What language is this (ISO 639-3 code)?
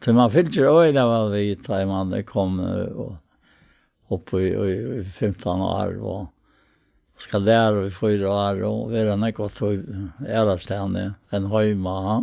fao